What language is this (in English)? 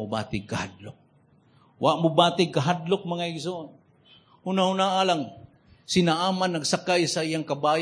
Cebuano